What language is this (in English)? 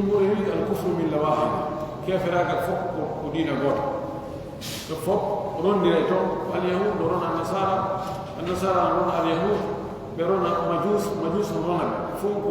Pular